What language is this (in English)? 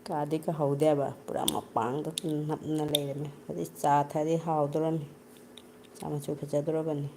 Manipuri